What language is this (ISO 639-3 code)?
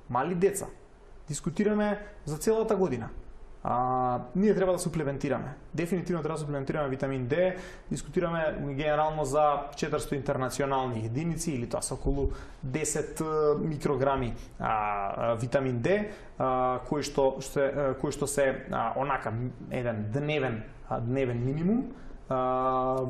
mkd